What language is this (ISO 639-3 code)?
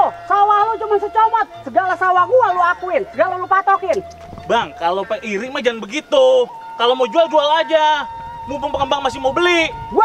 bew